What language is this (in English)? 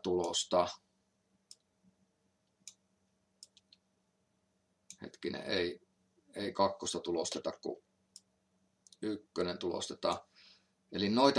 Finnish